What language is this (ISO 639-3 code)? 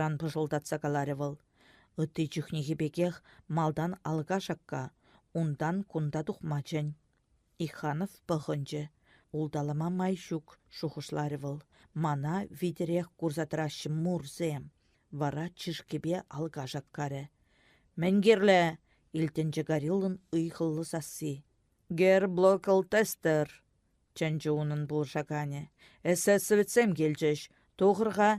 chv